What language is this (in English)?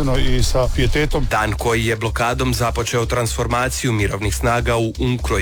Croatian